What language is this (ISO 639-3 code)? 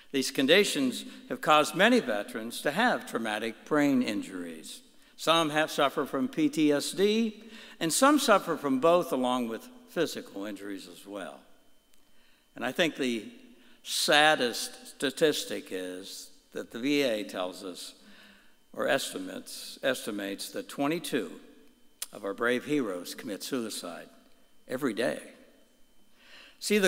eng